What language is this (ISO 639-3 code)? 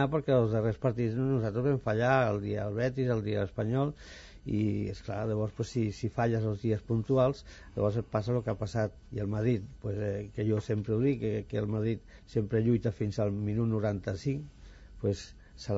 cat